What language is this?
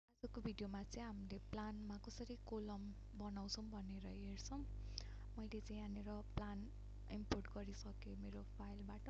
Nepali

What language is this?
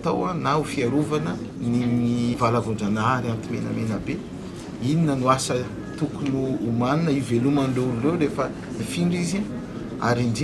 Malagasy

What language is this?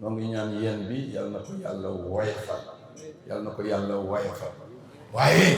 Wolof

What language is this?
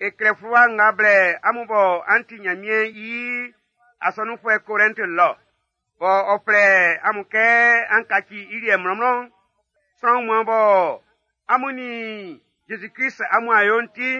Baoulé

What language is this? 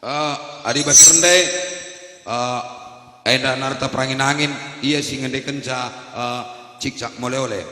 Batak Karo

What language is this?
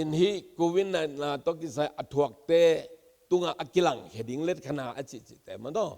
Tedim Chin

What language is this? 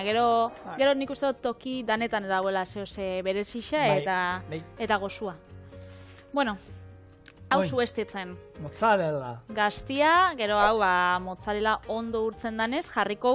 Basque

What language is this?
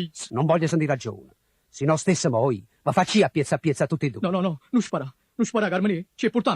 Neapolitan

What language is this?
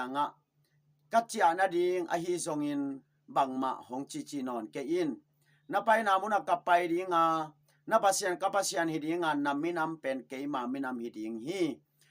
Tedim Chin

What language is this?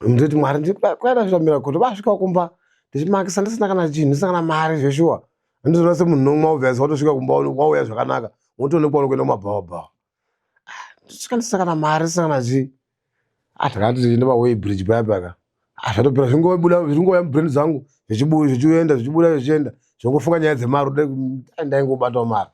Shona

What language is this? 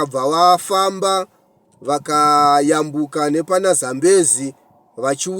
Shona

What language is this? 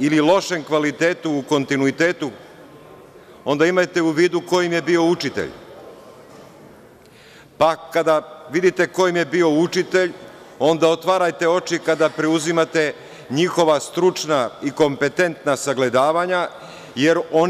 Serbian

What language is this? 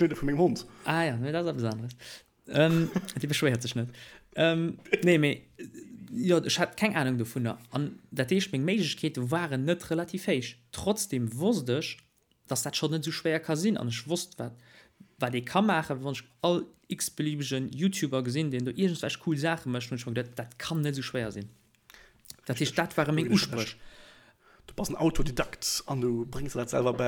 Luxembourgish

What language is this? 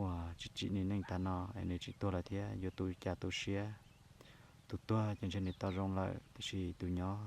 Hmong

